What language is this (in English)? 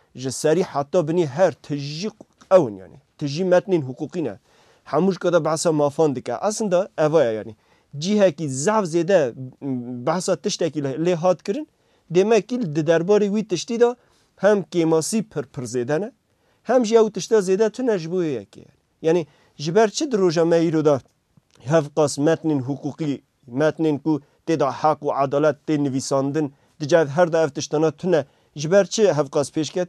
Kurdish